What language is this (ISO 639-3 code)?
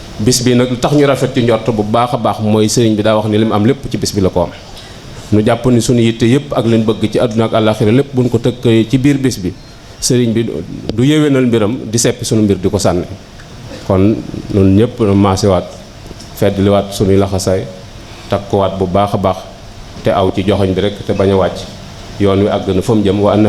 wol